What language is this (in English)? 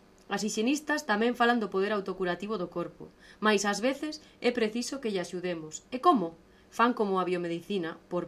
Galician